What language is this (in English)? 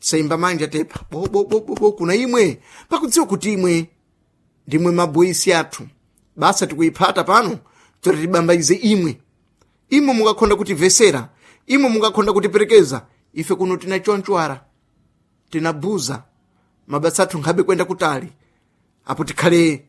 Sena